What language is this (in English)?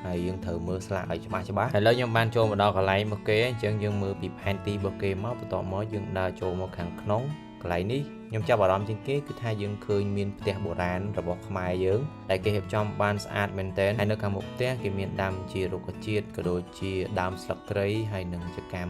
Khmer